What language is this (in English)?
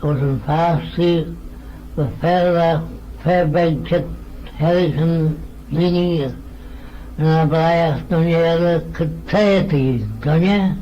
Manx